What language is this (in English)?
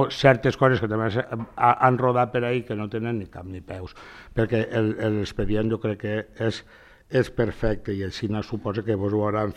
Catalan